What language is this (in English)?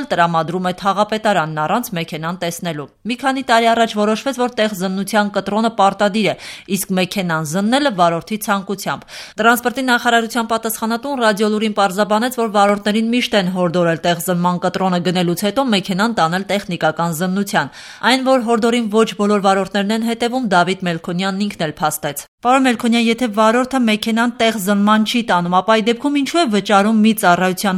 Armenian